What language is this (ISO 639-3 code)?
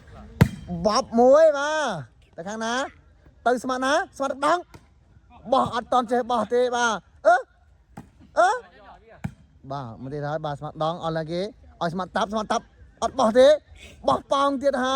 khm